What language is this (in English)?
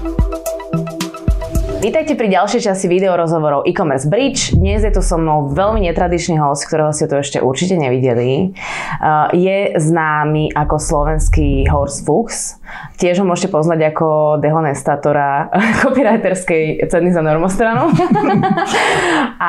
Slovak